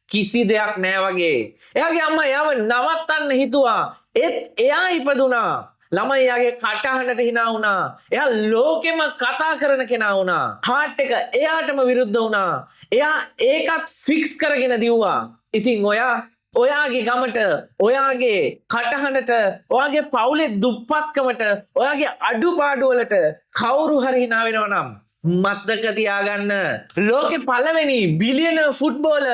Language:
Sinhala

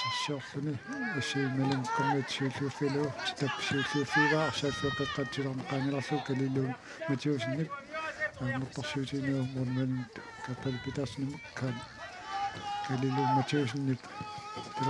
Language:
Kalaallisut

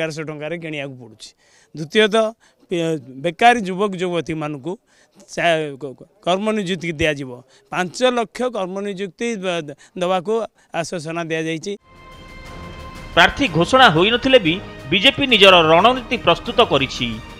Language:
Odia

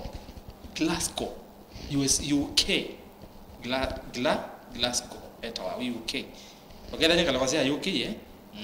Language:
Kamba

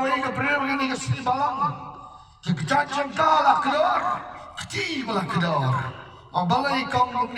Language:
Khasi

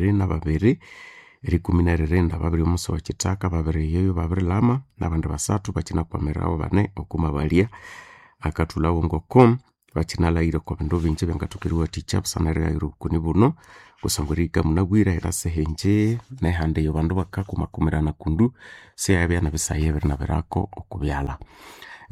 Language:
Nande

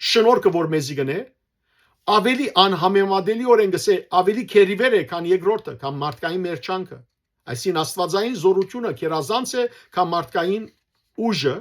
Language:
Western Armenian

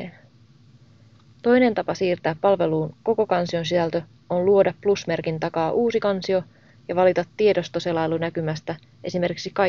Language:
Finnish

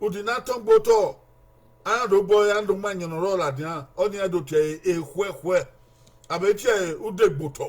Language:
Bini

